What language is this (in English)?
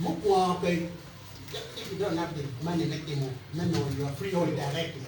Acoli